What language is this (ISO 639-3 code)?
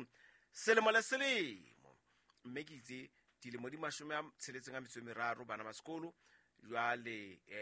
sot